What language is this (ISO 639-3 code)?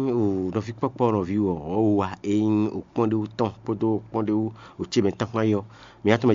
fon